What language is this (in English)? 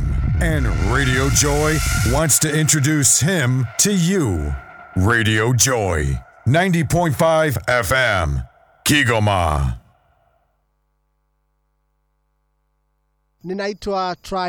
Swahili